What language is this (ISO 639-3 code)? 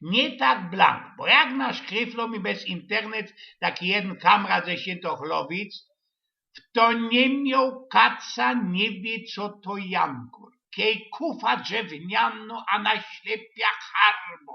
szl